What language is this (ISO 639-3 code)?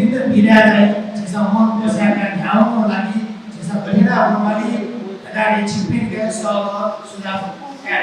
new